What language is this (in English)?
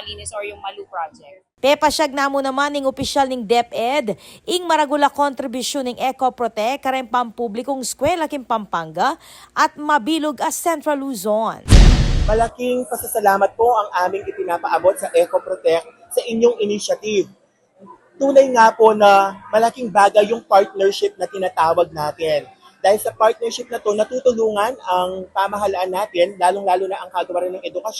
Pampanga